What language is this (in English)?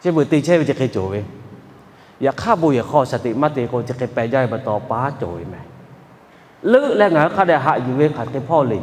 Lahu